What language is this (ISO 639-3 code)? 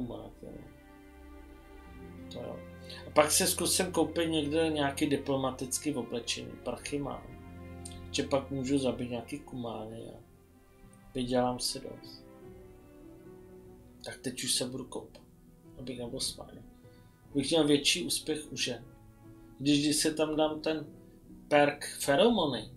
ces